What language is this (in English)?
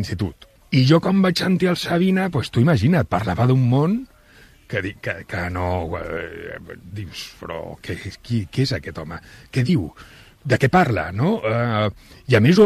Catalan